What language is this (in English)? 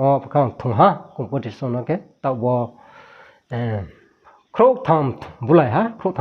Riang (India)